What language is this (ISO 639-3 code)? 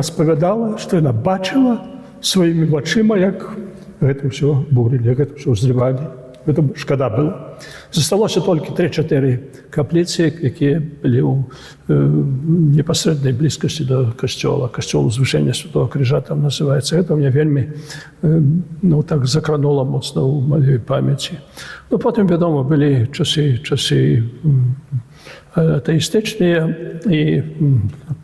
bel